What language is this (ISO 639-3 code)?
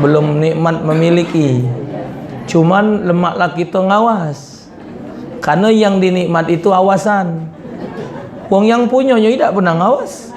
mui